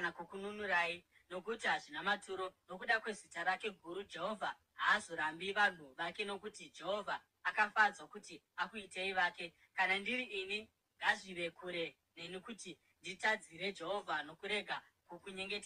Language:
Shona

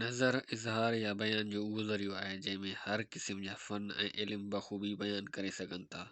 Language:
Sindhi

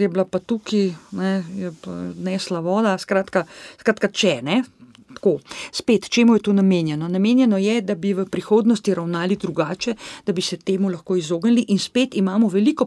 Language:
Slovenian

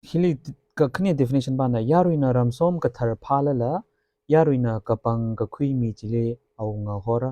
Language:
Tangkhul Naga (India)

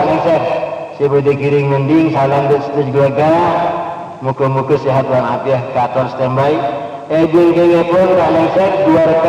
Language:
Madurese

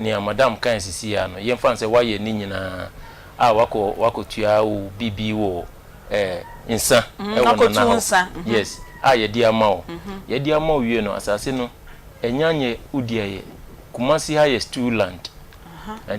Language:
Akan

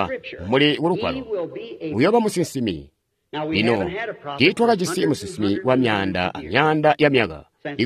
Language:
Tonga (Zambia)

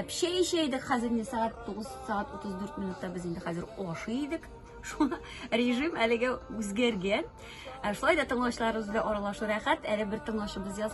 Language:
Tatar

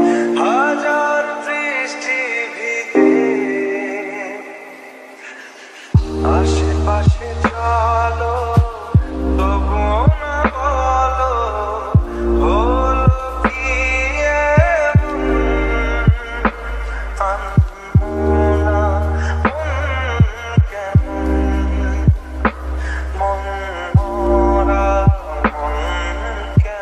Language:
Bangla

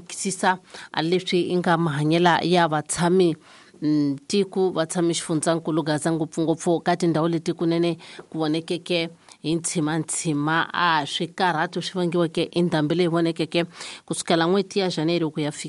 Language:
Tsonga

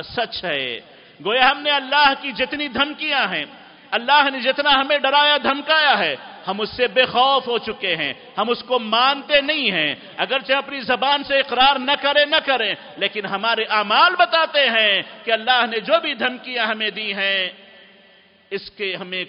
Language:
Urdu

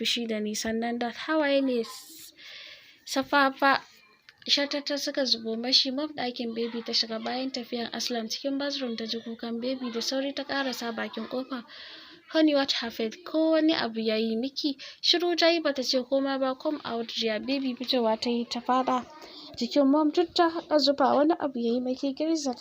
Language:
Hausa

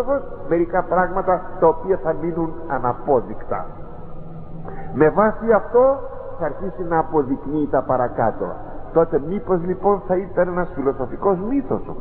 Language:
Greek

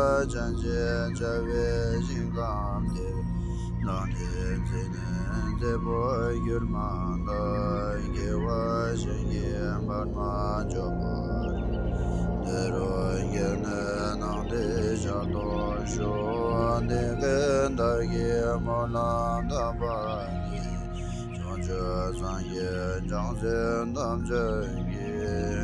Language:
Tibetan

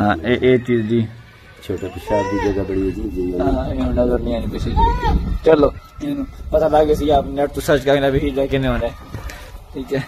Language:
Saraiki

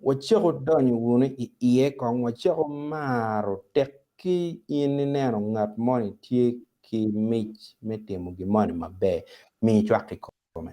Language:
Acoli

